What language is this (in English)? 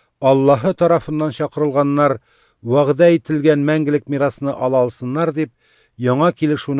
Tatar